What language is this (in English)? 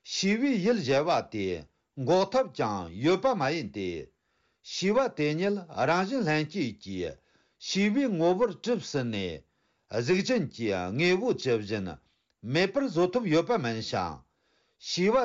Tibetan